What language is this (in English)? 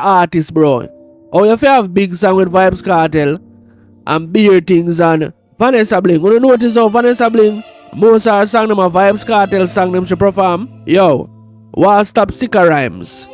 Jamaican Creole English